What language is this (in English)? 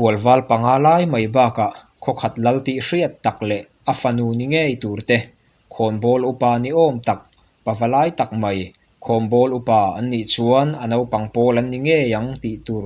Mizo